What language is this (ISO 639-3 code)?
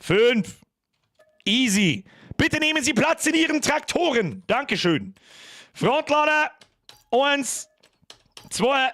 bar